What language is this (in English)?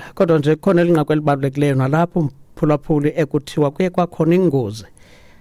Xhosa